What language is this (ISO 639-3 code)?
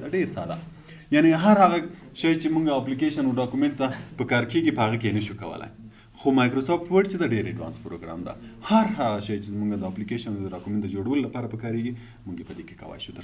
pus